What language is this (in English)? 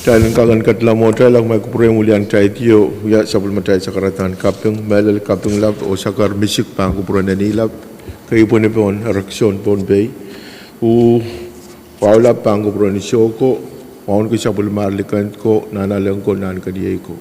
Pohnpeian